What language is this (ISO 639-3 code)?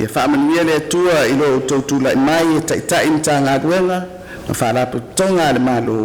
smo